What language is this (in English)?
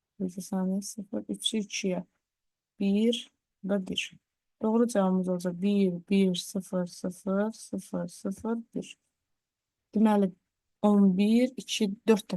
Azerbaijani